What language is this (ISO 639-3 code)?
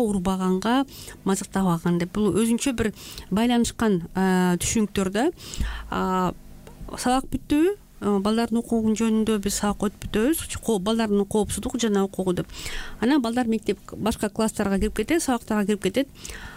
kir